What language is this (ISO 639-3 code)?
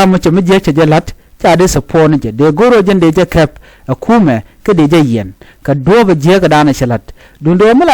nus